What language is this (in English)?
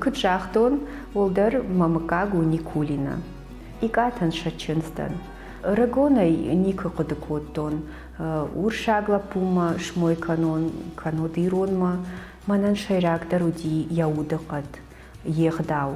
Ossetic